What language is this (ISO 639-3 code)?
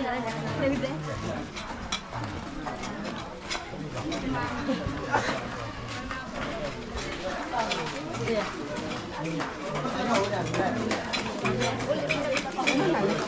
ksw